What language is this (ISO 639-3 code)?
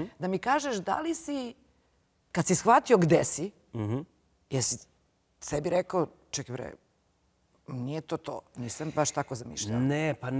srp